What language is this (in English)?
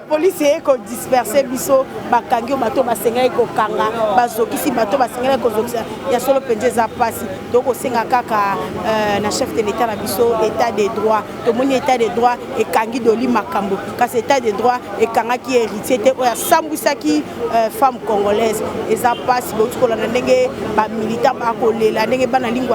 Lingala